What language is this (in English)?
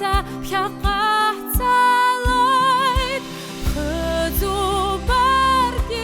Abkhazian